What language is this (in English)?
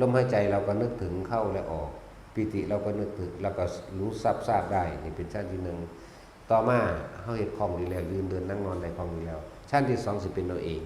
Northeastern Thai